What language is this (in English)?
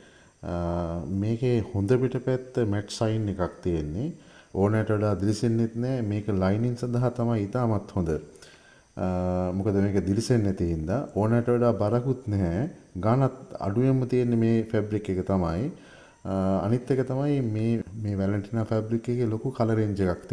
Sinhala